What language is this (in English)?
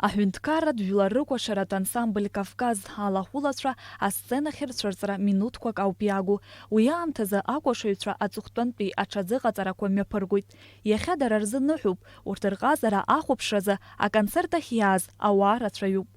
Abkhazian